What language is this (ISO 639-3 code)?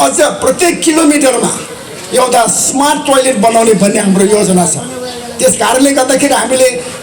nep